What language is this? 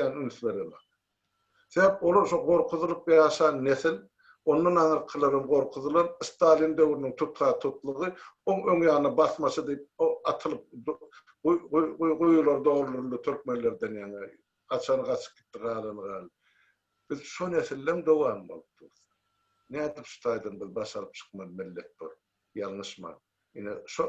Turkmen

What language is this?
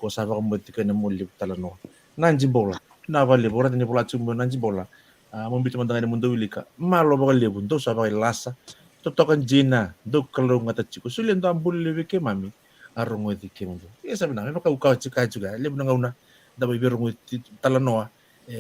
Fijian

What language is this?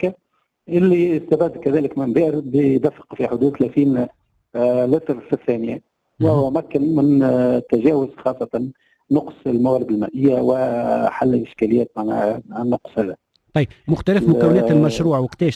Tunisian Arabic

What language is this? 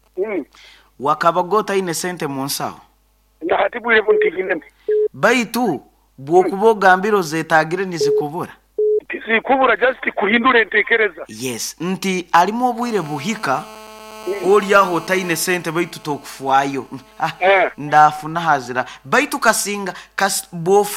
Nyoro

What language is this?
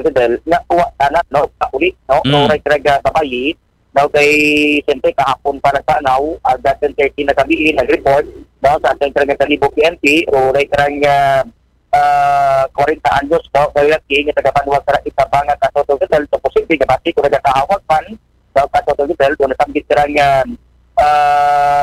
Aklanon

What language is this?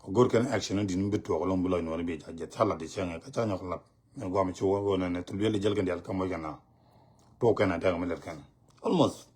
Nuer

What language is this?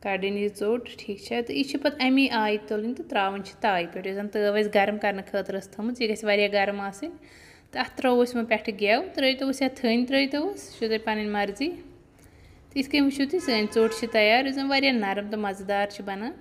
Kashmiri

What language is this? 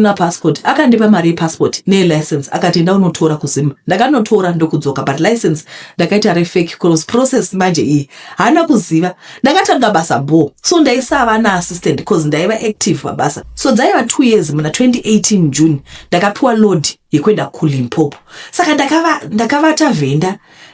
Shona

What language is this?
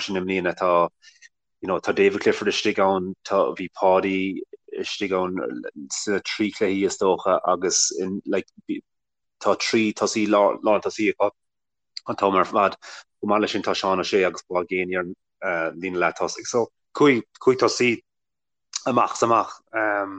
Irish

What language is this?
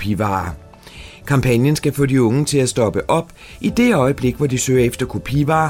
Danish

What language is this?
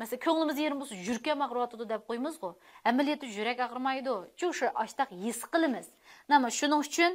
Uyghur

